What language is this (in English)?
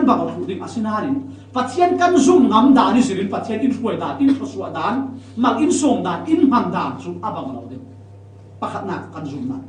Falam Chin